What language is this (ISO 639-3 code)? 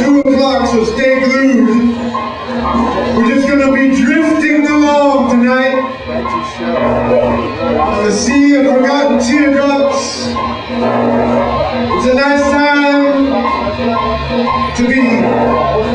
eng